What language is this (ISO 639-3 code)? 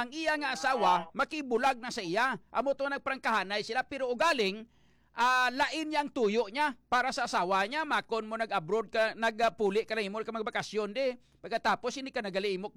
hil